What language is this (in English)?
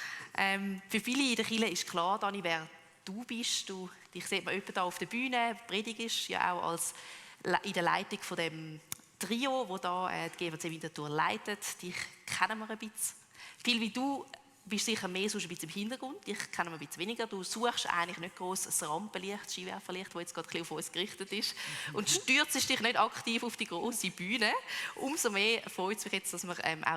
Swiss German